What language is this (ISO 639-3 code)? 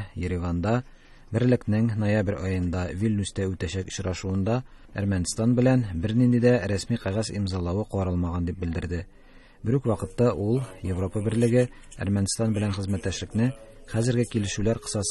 tat